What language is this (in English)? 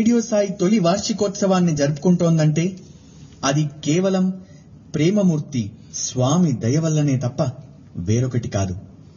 Telugu